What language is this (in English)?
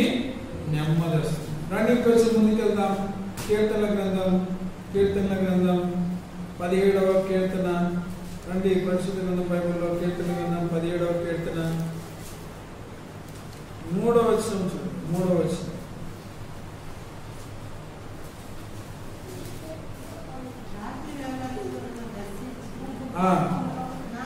Telugu